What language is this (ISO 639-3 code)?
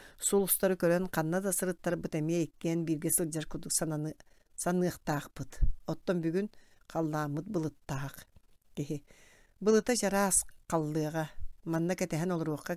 sah